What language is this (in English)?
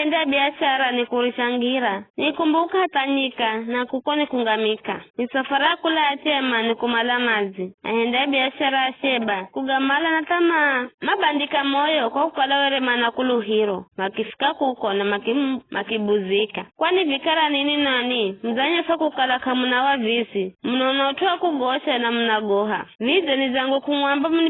Giryama